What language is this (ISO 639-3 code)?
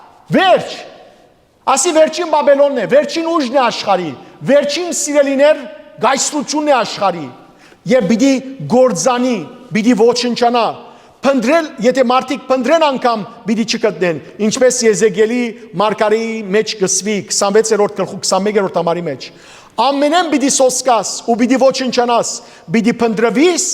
hyw